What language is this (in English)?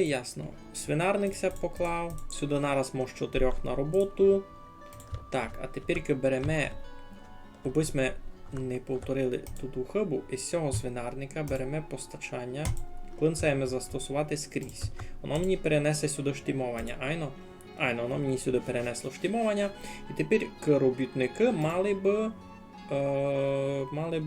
Rusyn